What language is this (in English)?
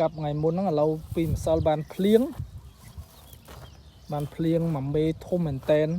Khmer